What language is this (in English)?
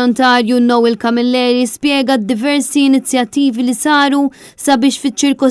Maltese